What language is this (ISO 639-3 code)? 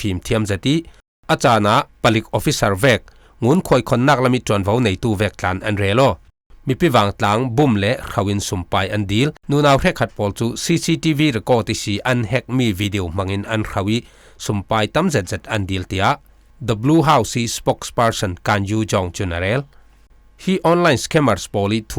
cfm